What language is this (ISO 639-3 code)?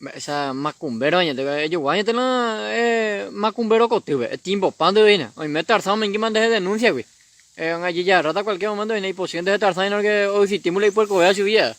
grn